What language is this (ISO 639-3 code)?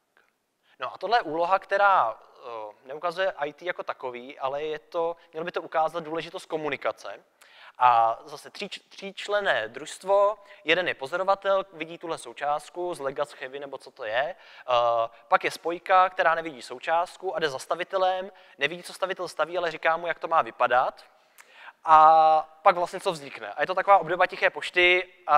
ces